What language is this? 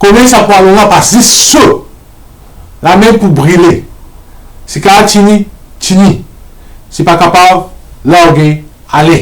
Morisyen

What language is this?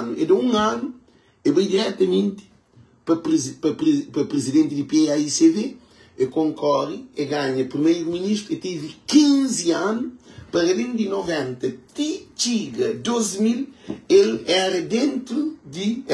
Kabuverdianu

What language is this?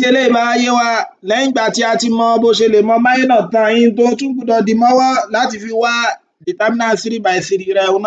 Yoruba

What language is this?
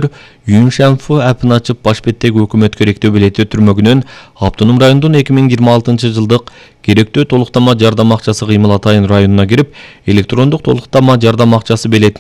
Kyrgyz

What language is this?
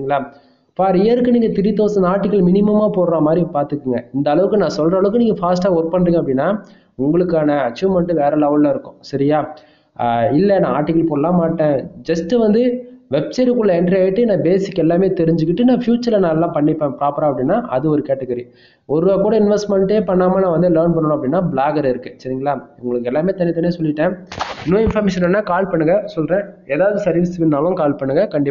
Tamil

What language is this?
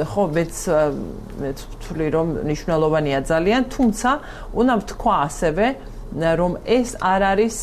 Georgian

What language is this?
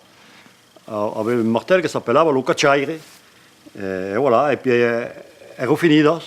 Occitan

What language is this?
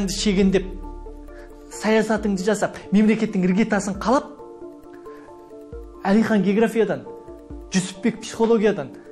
Kazakh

